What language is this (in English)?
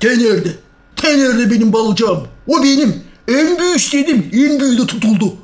Gagauz